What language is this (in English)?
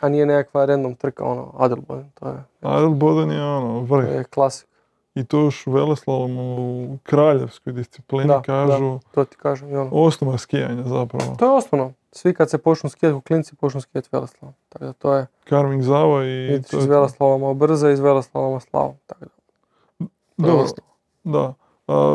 Croatian